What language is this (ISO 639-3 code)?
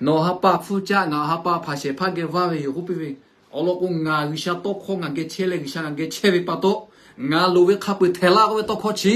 lhu